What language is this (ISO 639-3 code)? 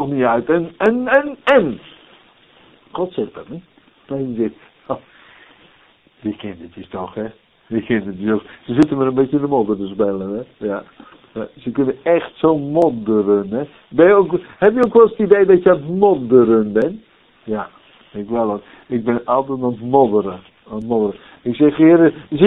nld